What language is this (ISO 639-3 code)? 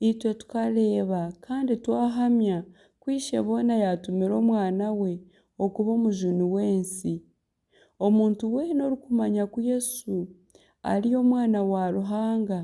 nyn